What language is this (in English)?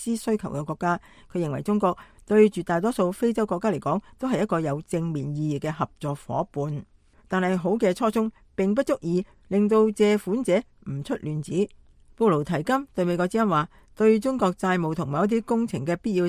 Cantonese